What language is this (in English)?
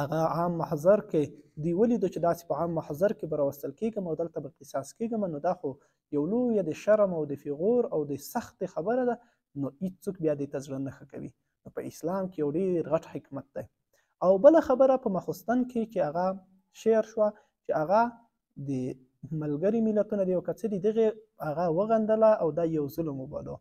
Pashto